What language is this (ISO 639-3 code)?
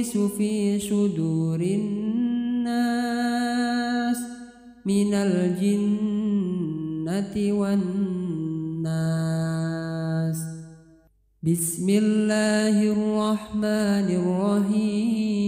ara